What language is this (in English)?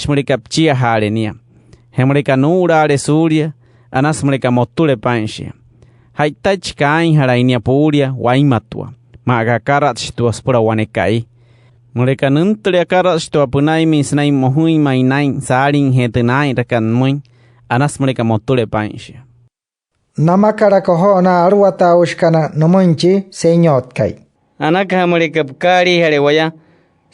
Wayuu